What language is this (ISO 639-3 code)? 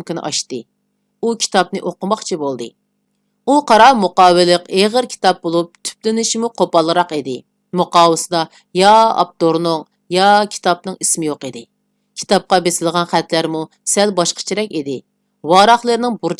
uig